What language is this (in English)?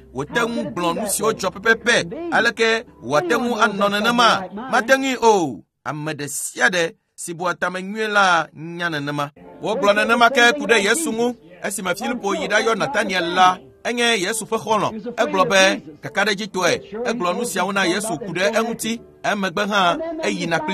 Ewe